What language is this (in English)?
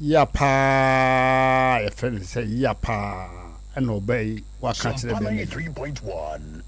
Akan